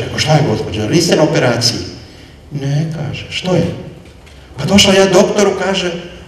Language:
Croatian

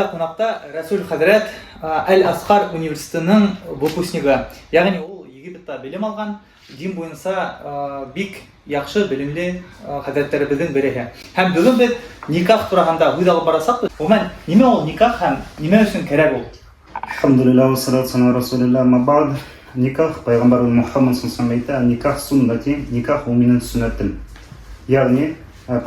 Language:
Bashkir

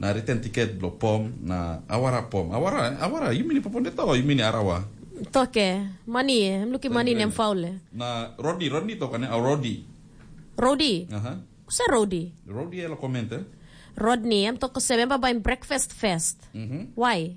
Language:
Tok Pisin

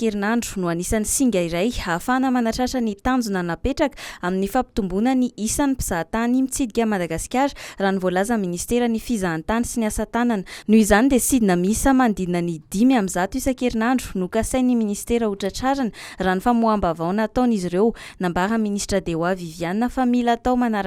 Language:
Malagasy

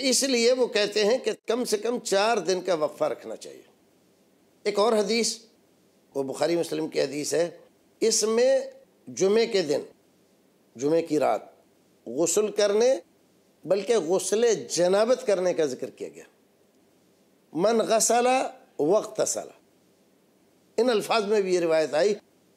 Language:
Urdu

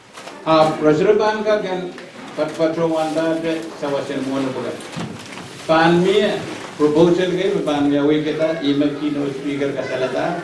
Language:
Pohnpeian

